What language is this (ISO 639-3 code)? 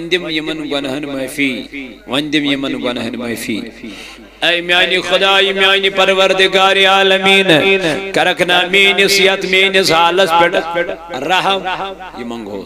kas